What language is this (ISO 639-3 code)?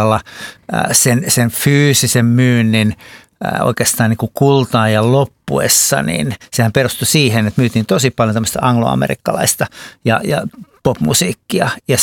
fin